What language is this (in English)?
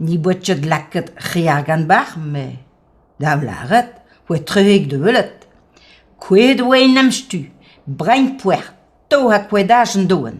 Breton